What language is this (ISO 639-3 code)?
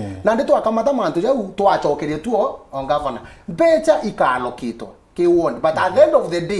mer